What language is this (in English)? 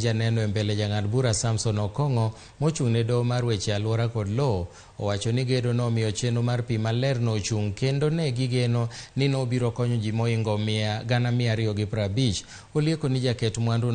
Luo (Kenya and Tanzania)